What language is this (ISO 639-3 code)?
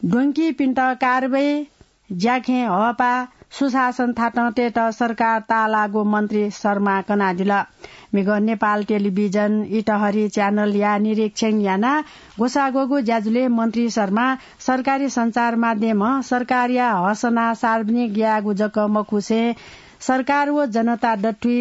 new